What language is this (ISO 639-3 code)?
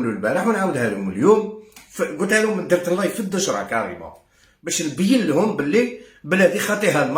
arq